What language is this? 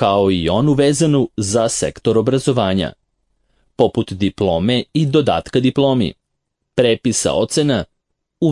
Serbian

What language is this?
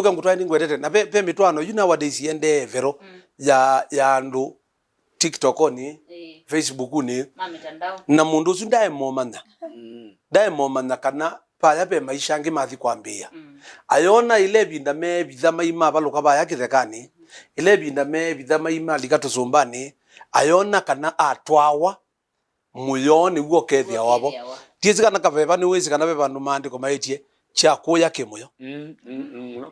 Kamba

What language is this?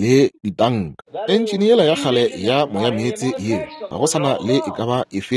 Northern Sotho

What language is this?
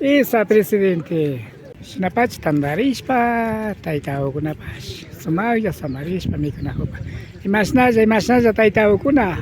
Imbabura Highland Quichua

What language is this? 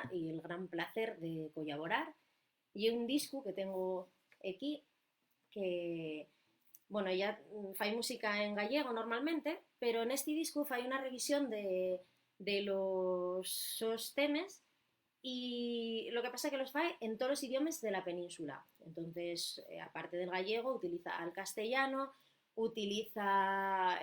Asturian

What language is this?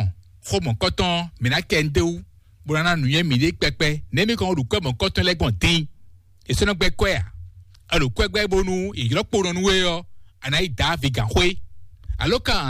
Fon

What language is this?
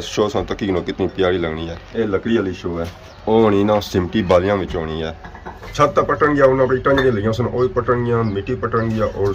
Pahari-Potwari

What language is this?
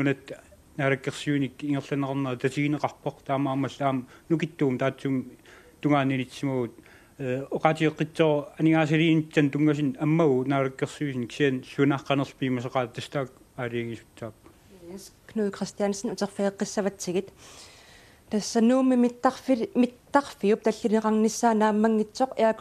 Kalaallisut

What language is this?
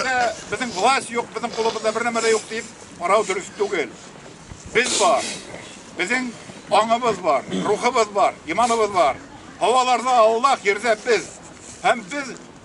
Bashkir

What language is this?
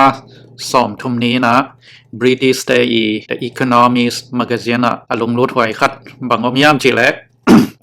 Tedim Chin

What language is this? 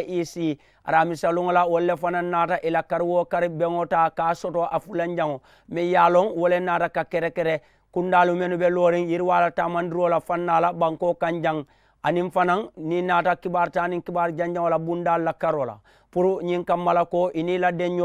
Mandingo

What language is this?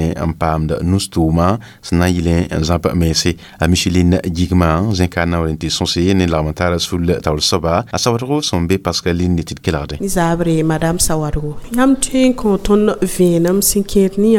Mossi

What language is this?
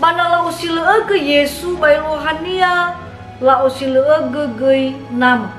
Nias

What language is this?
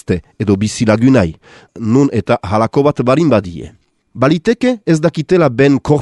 Basque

